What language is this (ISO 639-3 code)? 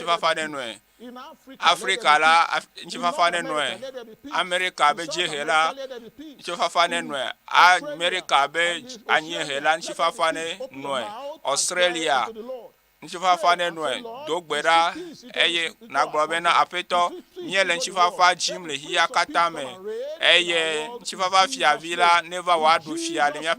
ewe